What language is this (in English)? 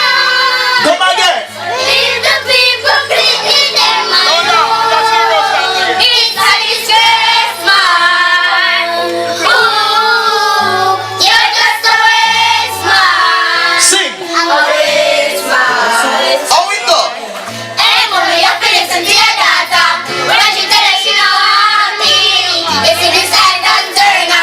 Jamaican Creole English